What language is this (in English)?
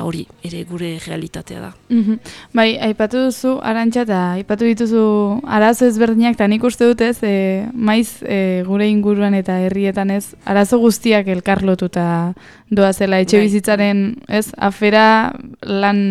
Basque